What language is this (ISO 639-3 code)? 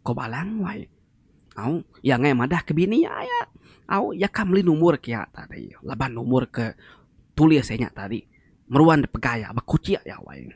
iba